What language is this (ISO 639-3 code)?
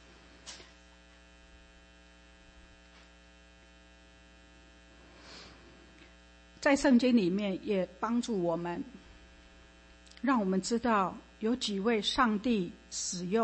zho